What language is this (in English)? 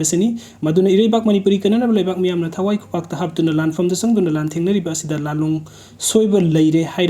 Manipuri